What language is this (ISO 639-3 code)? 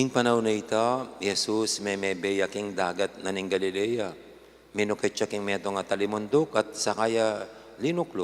pam